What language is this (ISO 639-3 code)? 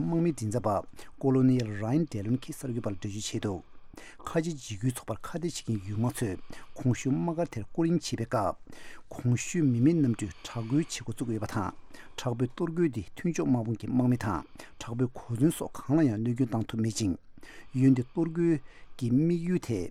bod